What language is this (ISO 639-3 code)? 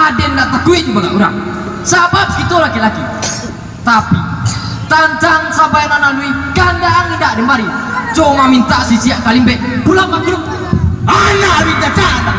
min